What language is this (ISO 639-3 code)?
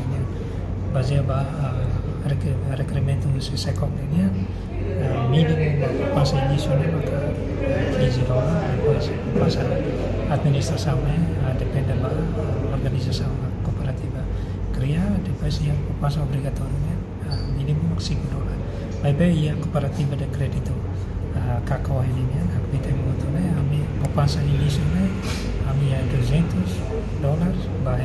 tet